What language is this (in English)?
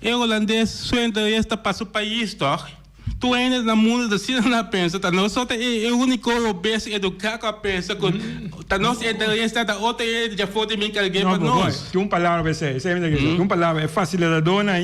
Papiamento